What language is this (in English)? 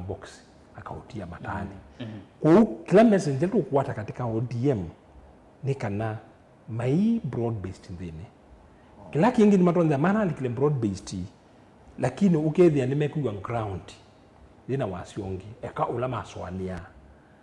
Kamba